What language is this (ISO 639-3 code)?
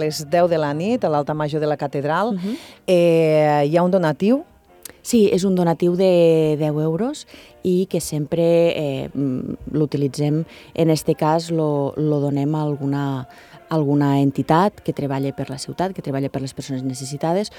cat